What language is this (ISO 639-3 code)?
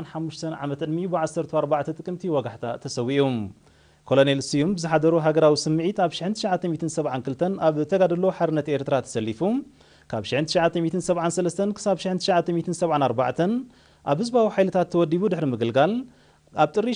tir